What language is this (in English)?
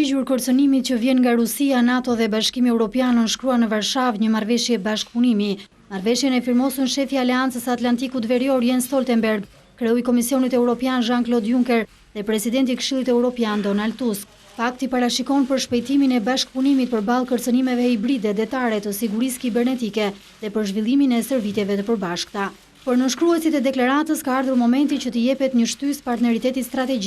Albanian